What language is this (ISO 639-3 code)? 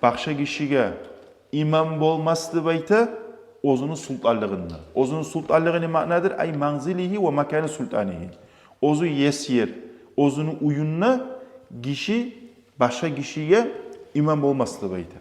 kum